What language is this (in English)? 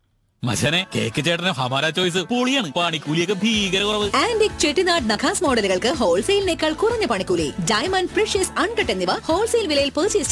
Malayalam